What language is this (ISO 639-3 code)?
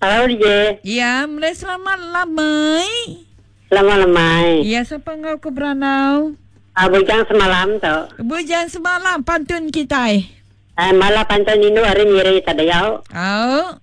iba